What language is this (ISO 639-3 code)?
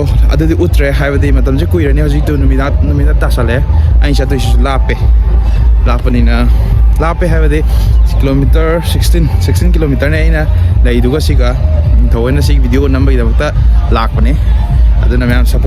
mni